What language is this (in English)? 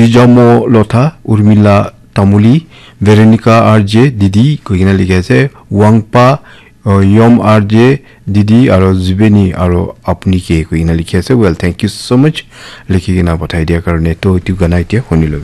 Naga Pidgin